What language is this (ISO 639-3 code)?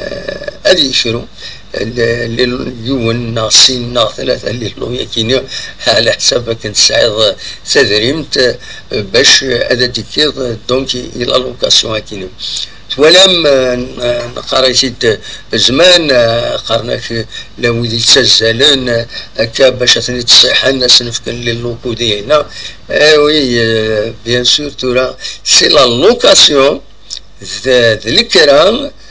kab